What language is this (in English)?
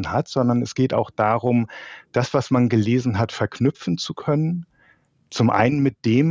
German